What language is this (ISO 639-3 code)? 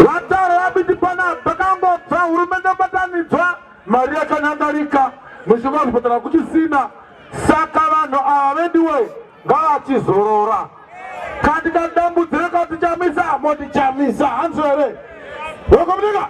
sna